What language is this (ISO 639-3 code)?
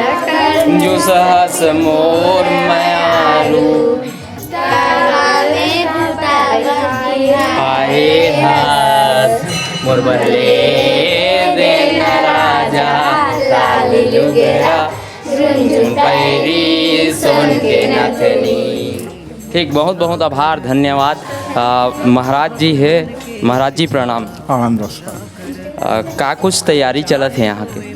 hne